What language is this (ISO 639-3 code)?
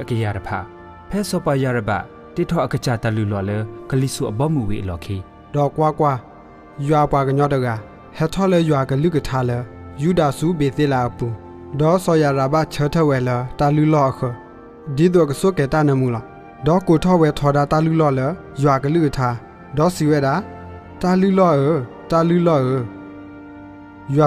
ksw